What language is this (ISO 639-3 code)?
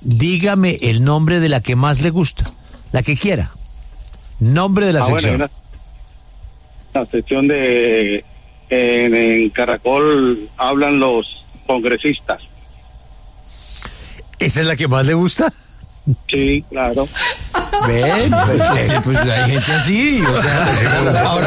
spa